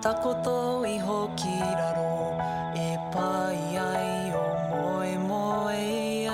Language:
Māori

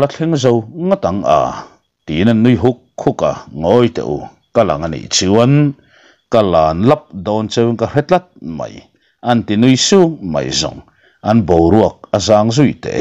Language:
Mizo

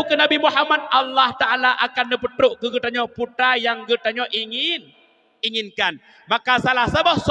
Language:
Achinese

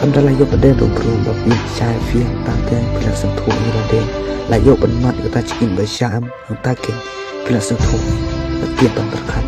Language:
Khasi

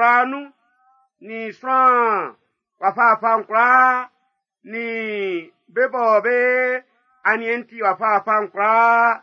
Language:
Baoulé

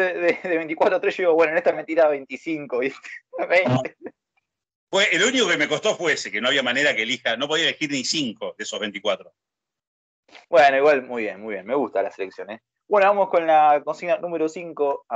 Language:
Spanish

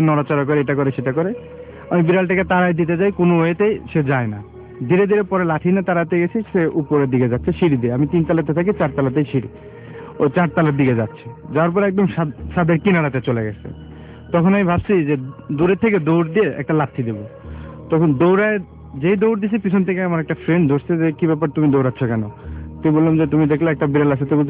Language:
Bangla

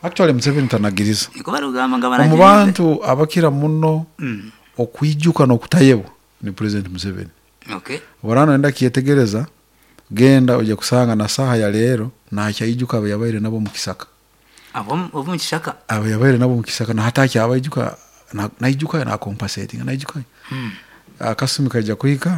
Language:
Nyankole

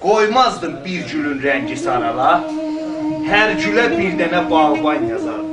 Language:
South Azerbaijani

